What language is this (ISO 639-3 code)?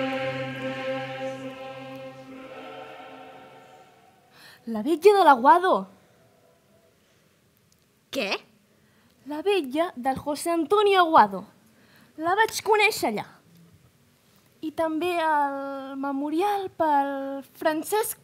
cat